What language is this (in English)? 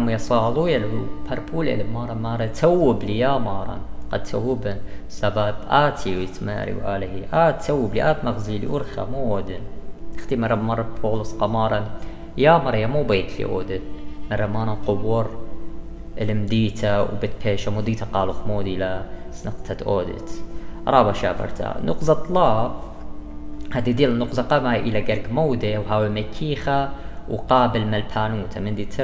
Assyrian Neo-Aramaic